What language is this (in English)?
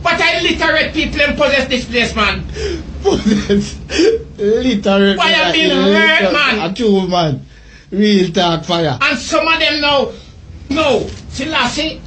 Jamaican Creole English